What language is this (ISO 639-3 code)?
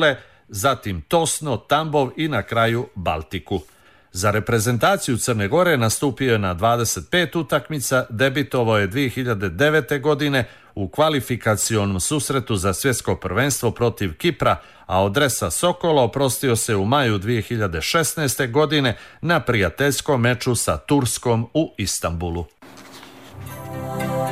srp